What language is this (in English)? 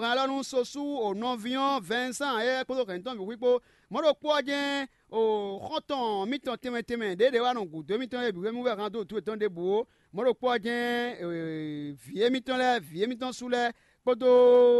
Fon